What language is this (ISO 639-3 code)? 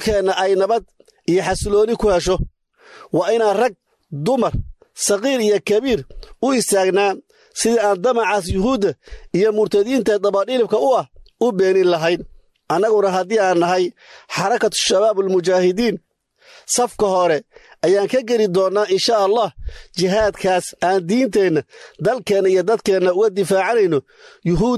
som